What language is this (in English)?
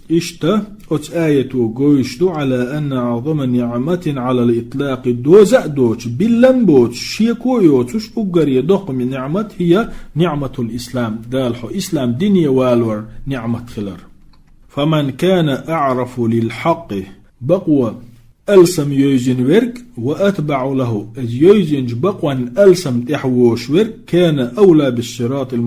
Chechen